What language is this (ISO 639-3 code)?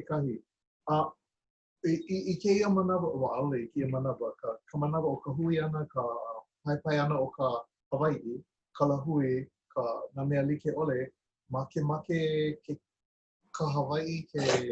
haw